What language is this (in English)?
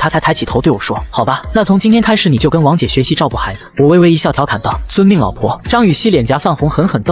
Chinese